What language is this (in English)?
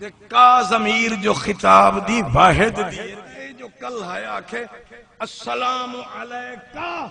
Saraiki